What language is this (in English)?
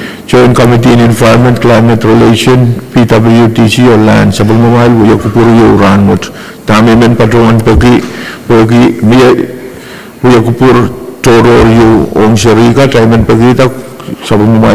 Pohnpeian